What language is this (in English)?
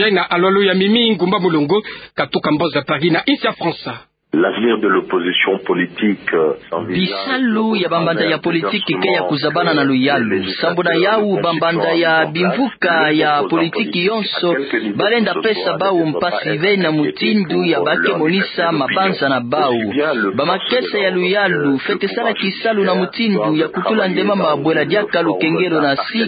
Kituba (Democratic Republic of Congo)